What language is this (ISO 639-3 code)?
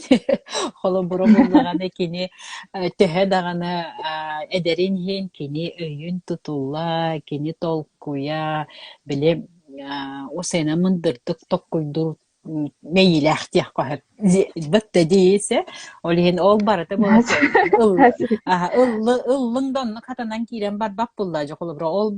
sah